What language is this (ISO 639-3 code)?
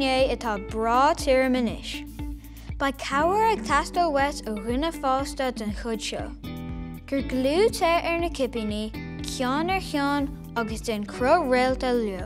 gle